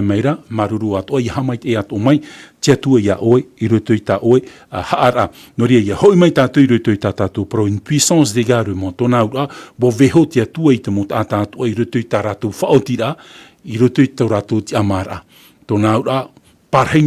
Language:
Tahitian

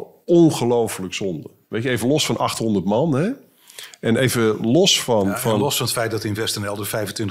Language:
Dutch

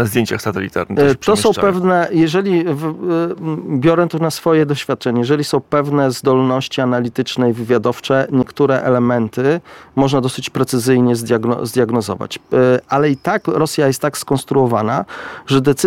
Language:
Polish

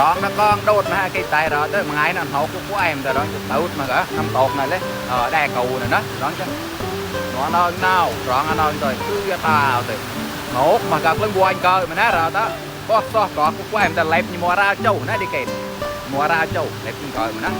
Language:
Mon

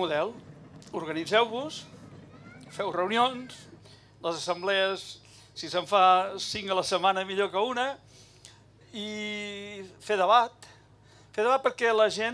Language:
Catalan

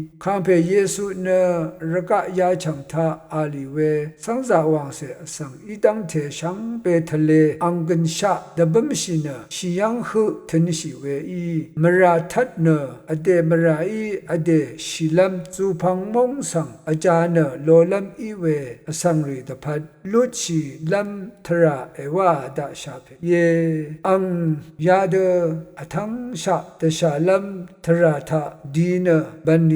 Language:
Rawang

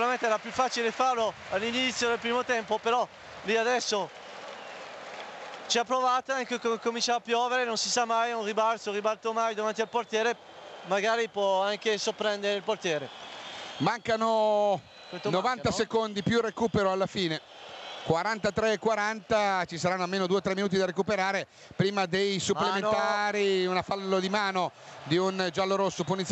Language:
Italian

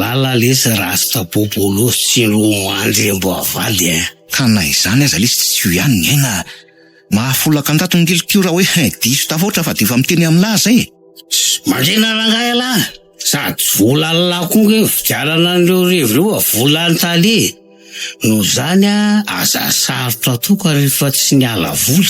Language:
Malagasy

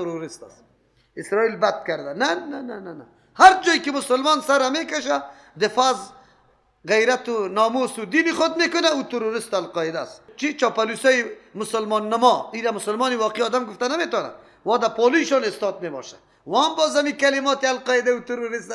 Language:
Persian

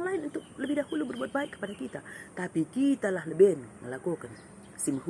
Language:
Batak Karo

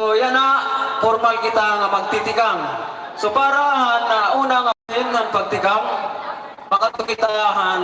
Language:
Waray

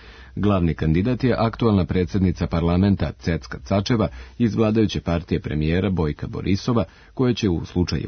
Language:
Serbian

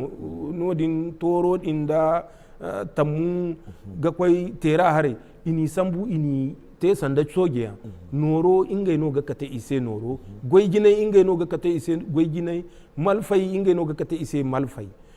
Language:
Zarma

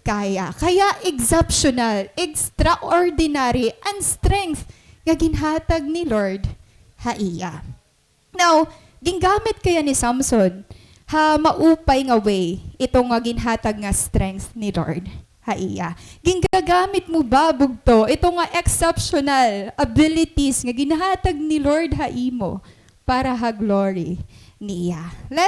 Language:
Waray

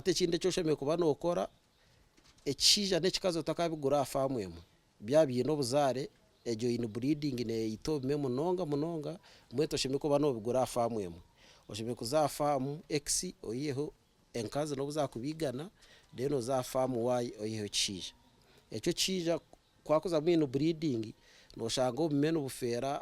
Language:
Nyankole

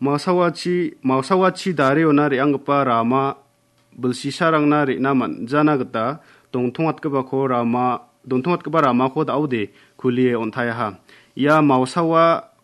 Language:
Garo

